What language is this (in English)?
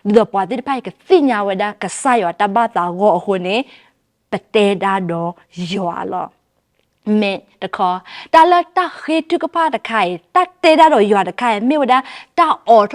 S'gaw Karen